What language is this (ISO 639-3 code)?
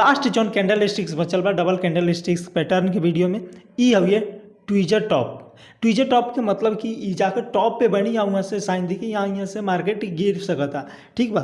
bho